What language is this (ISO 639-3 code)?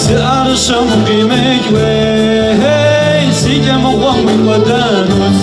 kbd